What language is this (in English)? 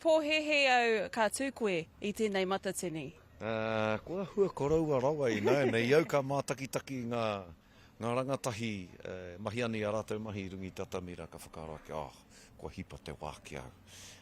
Māori